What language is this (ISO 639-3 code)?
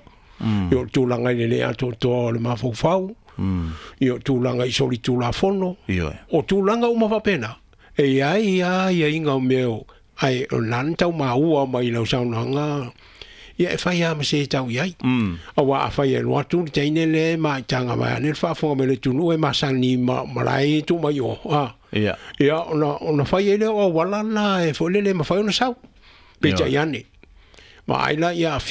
smo